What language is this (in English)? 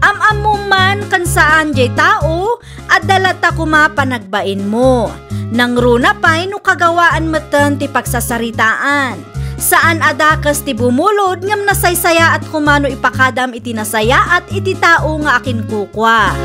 Iloko